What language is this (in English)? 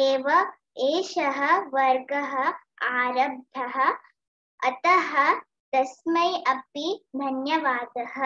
Sanskrit